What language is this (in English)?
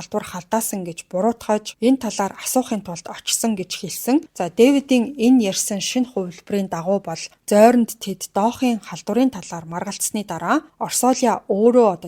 Mongolian